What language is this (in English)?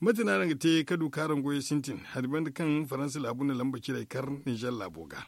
Zarma